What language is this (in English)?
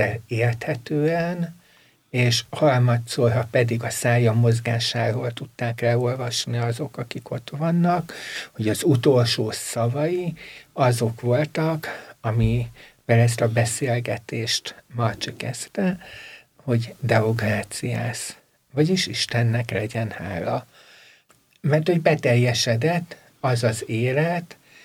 Hungarian